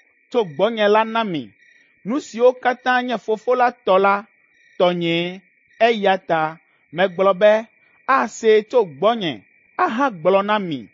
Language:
Ewe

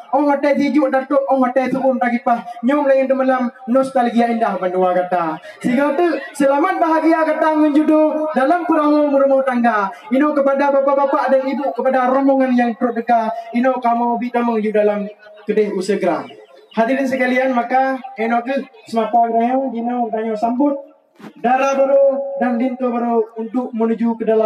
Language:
Achinese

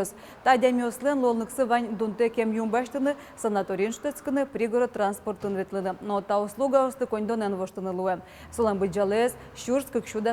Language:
Udmurt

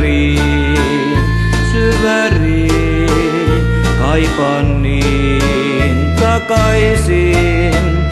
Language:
Finnish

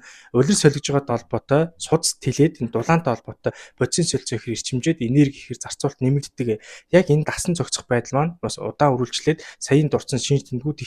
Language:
Mongolian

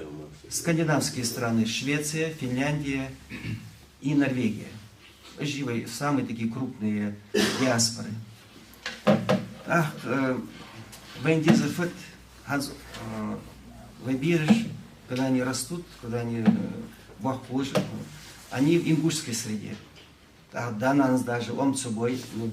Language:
Ingush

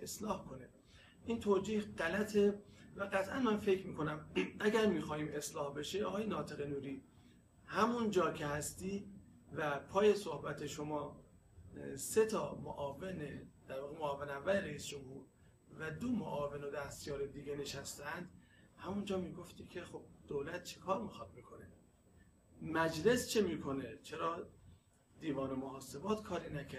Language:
Persian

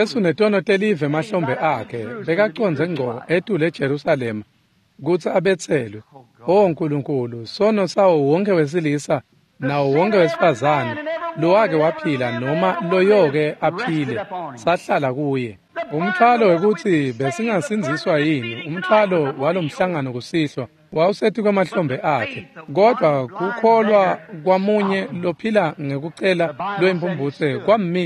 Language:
Swati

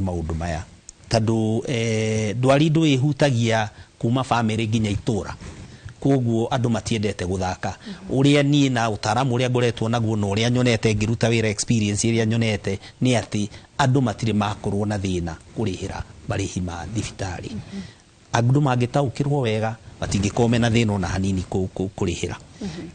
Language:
Kikuyu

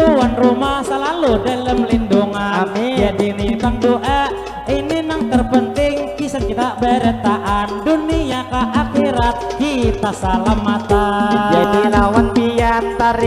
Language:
Banjar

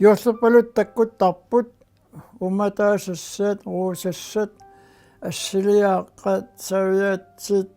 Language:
Kalaallisut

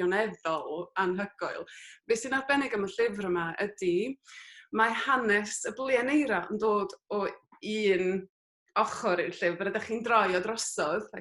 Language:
Welsh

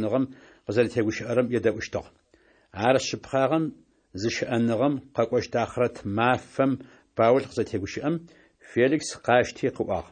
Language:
Kabardian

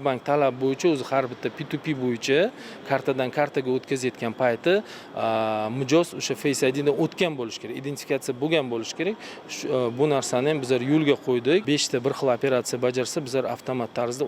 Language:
Uzbek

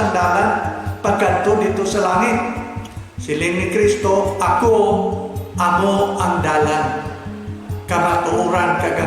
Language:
Hiligaynon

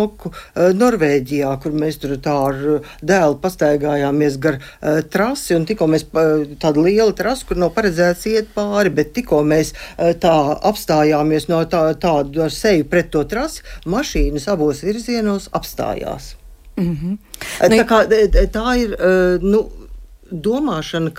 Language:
Latvian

